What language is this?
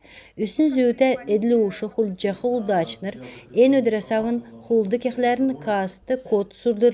Kalmyk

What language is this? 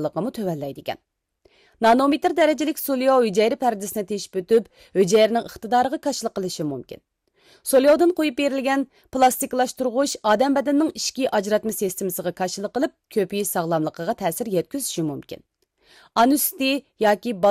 Uyghur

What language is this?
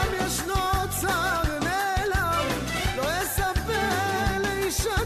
Hebrew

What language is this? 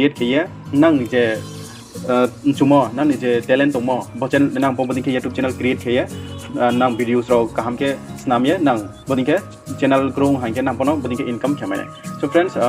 Riang (India)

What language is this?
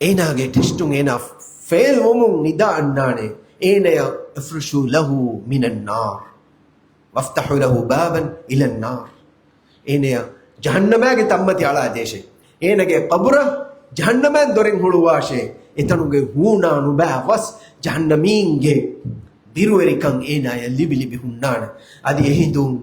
Divehi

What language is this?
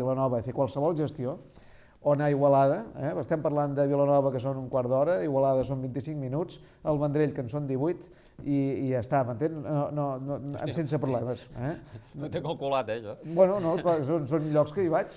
Catalan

